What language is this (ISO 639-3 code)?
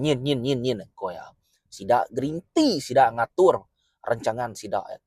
iba